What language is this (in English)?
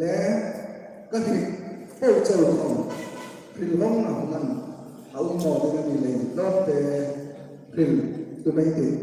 Hmar